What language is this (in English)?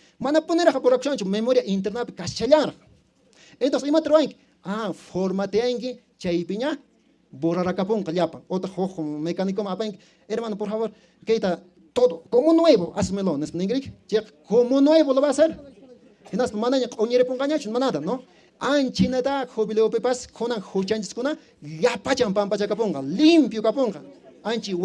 Quechua